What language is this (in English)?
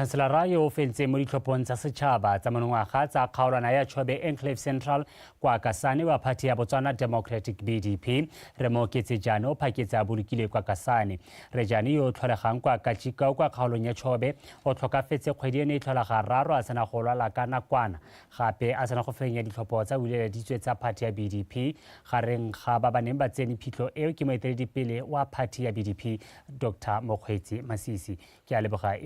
Tswana